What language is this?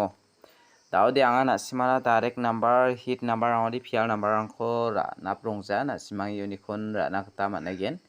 Garo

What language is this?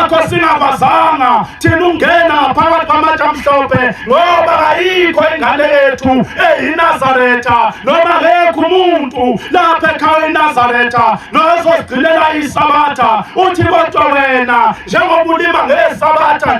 Zulu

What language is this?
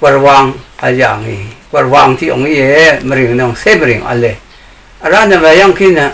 Rawang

